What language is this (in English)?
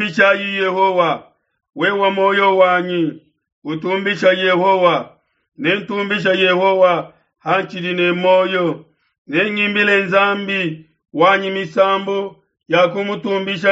Luba-Lulua